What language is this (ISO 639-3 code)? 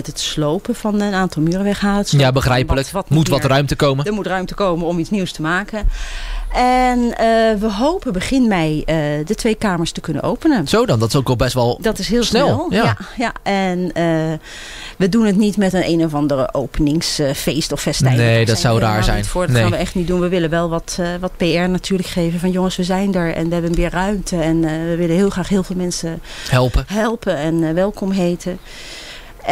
nld